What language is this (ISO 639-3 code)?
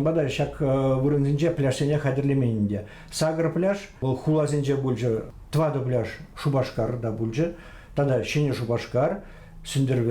chv